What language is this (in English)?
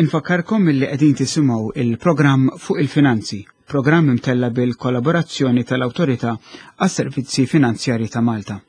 Maltese